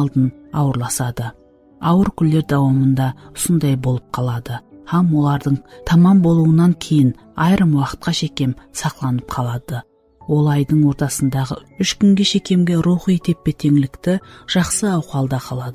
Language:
Kara-Kalpak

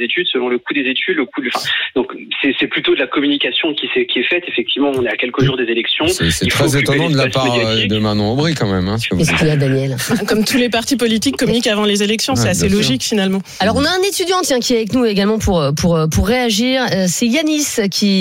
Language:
French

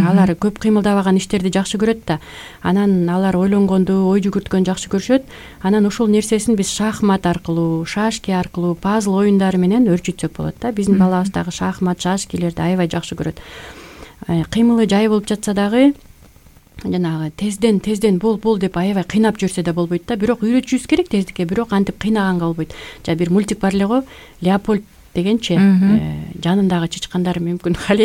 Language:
Kyrgyz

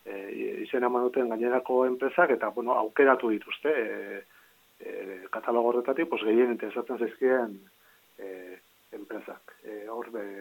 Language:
Basque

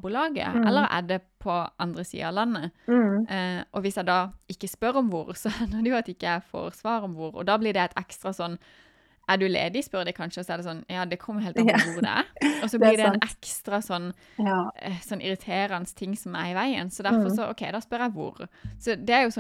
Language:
Norwegian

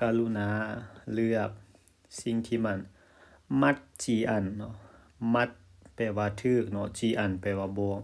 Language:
Lao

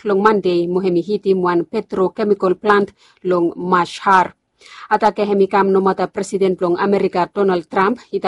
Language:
Bislama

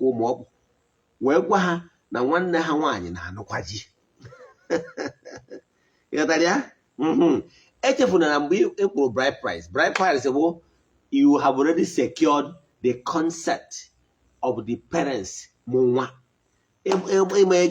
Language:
Igbo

